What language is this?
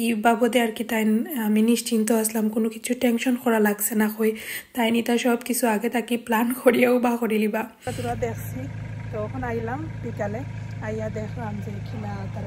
Sylheti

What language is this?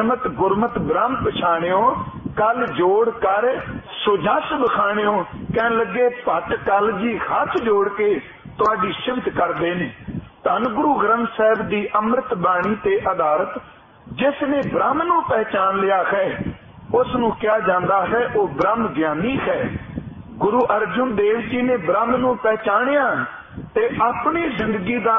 Punjabi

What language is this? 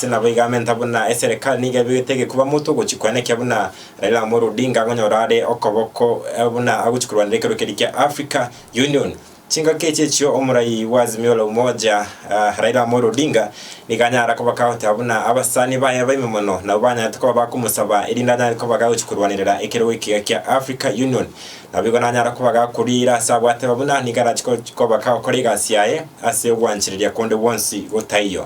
Gusii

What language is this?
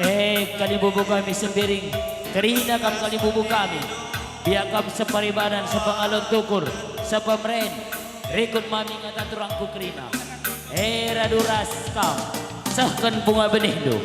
Batak Karo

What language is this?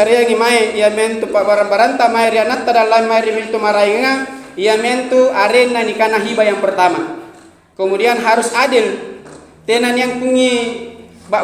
Makasar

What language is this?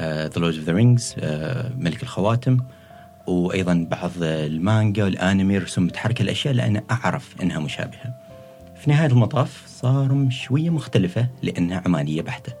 Gulf Arabic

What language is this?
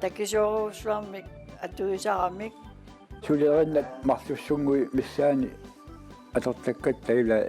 Kalaallisut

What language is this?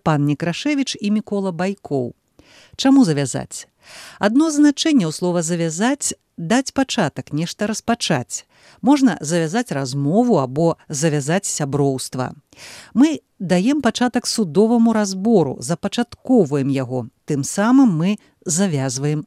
Belarusian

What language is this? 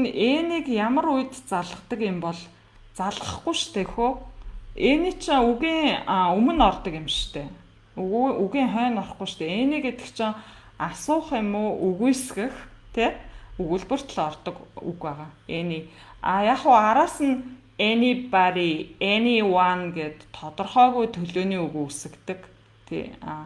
Mongolian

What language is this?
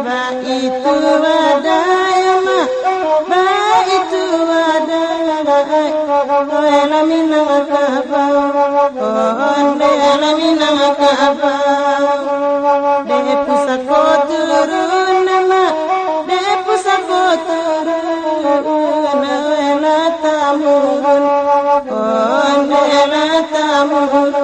Minangkabau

